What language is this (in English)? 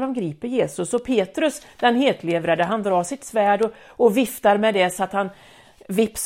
Swedish